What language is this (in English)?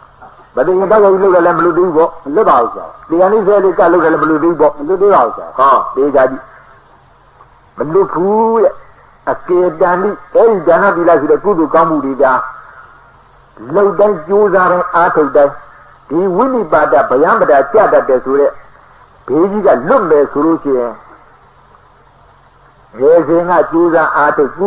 Burmese